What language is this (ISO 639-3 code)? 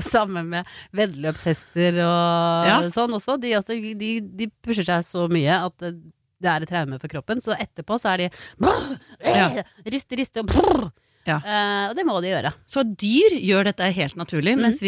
nor